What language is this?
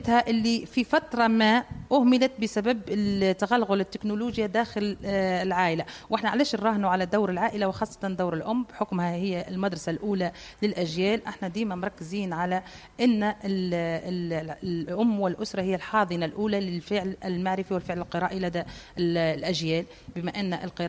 Tunisian Arabic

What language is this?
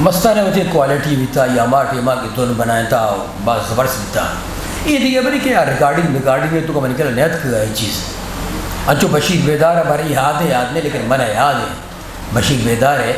Eastern Balochi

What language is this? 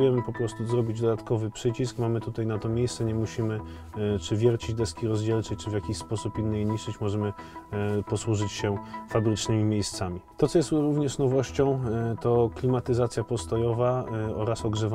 Polish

